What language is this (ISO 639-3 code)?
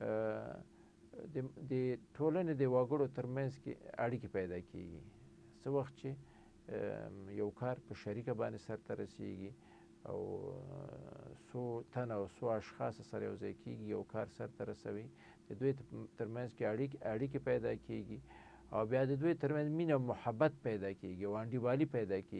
pus